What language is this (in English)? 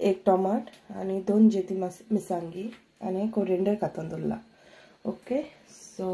Konkani